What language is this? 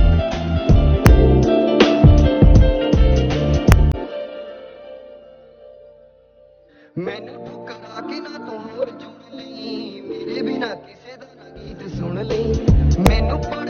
Punjabi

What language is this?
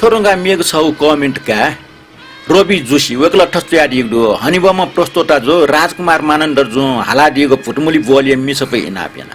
Newari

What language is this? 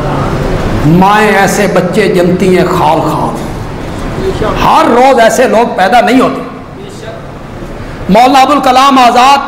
Urdu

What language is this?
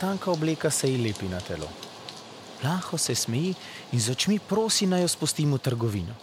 Slovenian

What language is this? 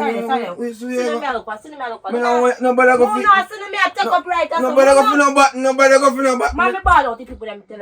Jamaican Creole English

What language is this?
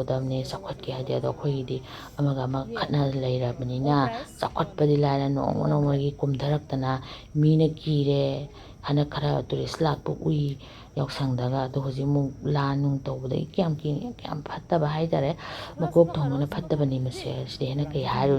Manipuri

